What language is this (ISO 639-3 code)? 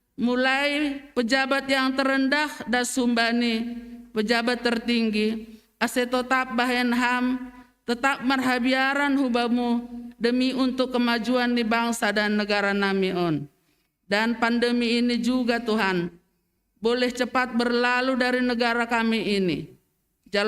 bts